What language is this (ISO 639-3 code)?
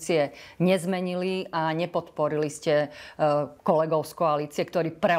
slk